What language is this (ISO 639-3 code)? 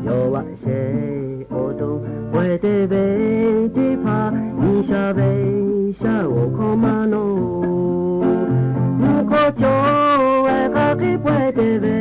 lhu